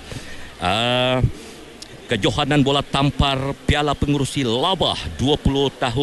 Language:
Malay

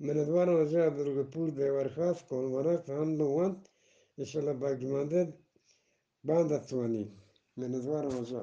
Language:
Eastern Balochi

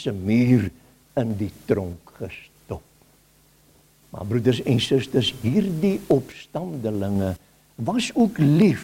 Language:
Afrikaans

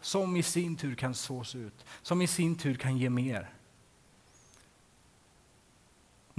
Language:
Swedish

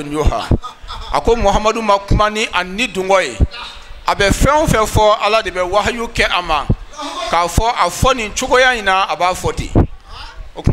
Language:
Bambara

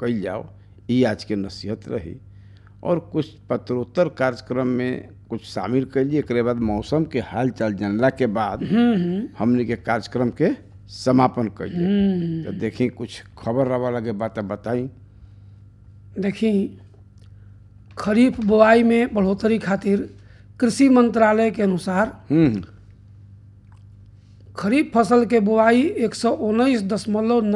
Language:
Bhojpuri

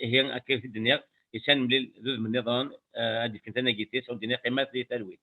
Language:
Kabyle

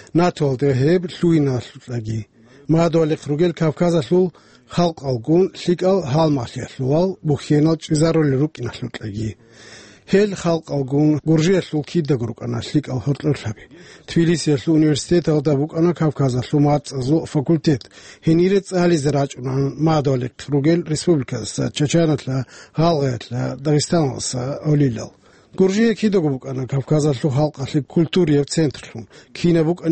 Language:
Avaric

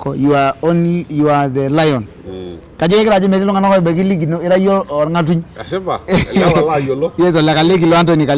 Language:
Masai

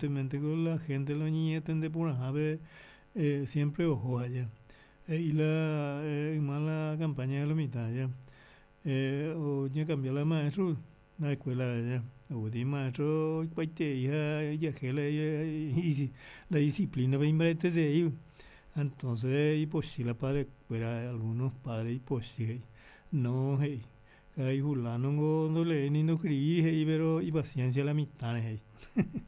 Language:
Guarani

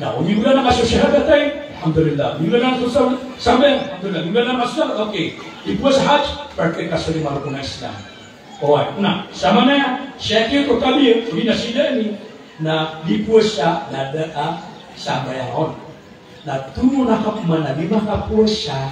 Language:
Maranao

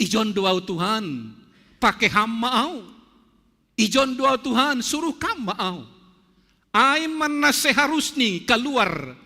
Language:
Batak Simalungun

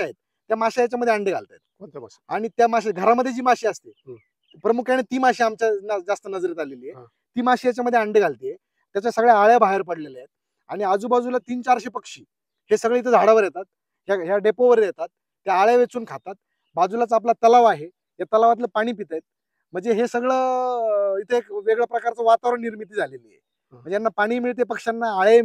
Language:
Marathi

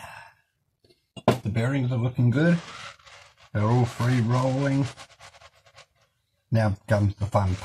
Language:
English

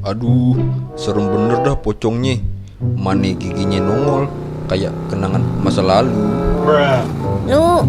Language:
Betawi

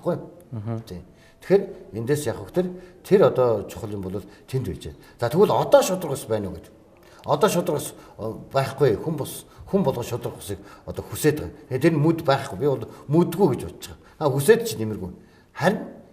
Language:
Mongolian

